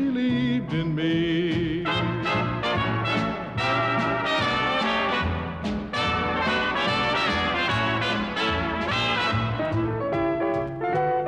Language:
Icelandic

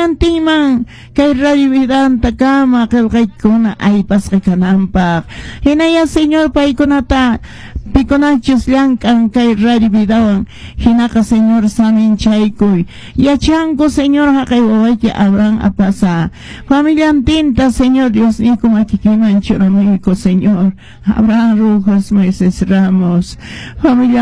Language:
Quechua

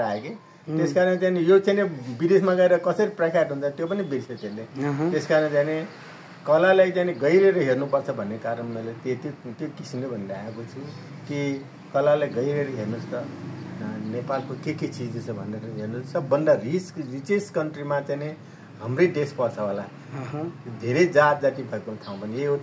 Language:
Nepali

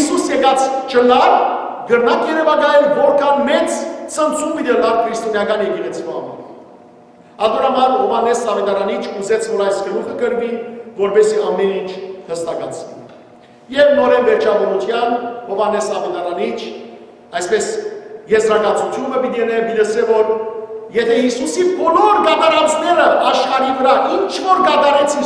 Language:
Western Armenian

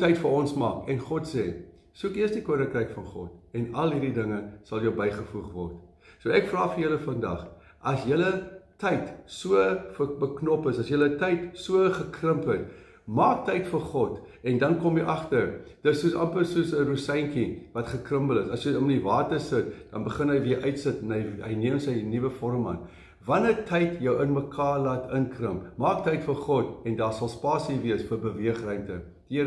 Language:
Afrikaans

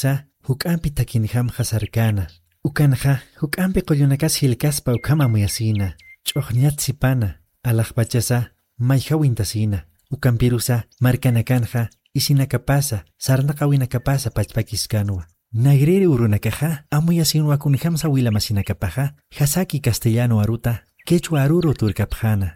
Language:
Aymara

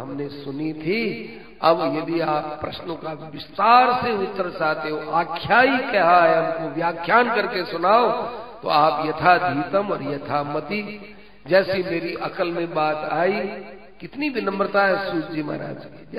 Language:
Hindi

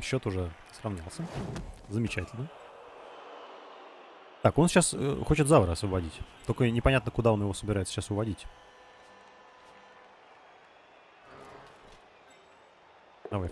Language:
Russian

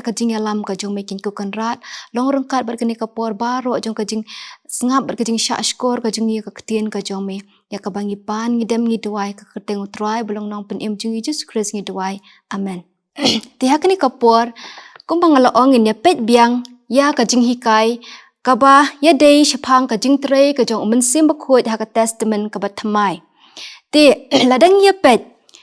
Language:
Khasi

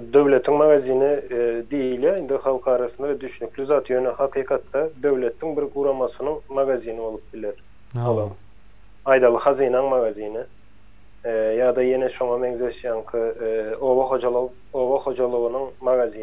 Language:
Turkmen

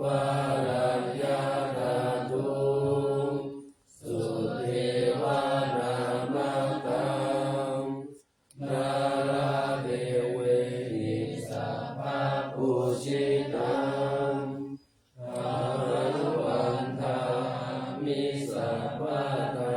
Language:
Pali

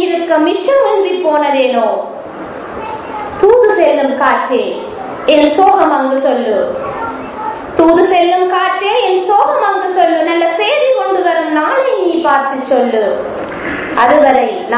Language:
Tamil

